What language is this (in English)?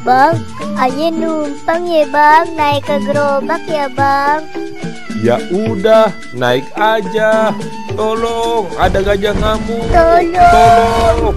Betawi